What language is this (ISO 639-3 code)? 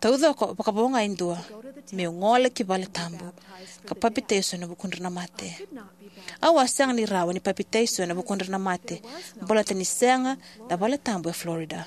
fij